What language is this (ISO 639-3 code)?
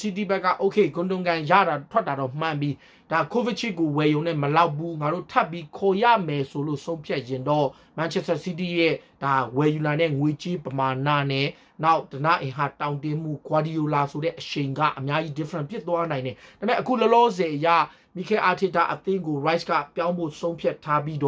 mya